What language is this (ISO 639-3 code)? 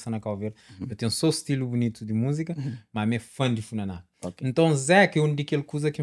kea